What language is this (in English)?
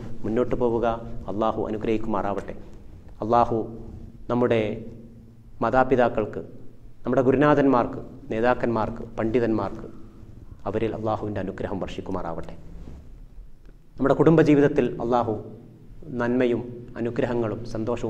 Malayalam